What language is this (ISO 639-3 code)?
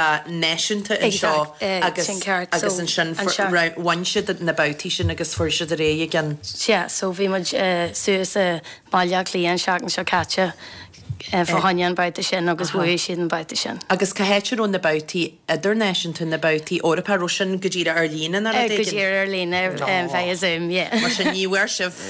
gle